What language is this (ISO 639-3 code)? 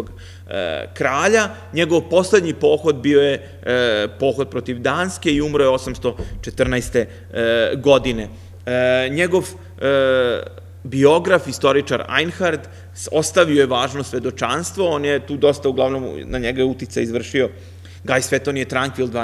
srp